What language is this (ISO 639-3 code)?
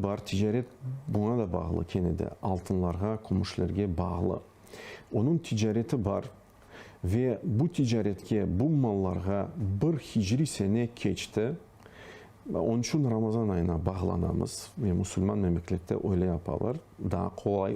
crh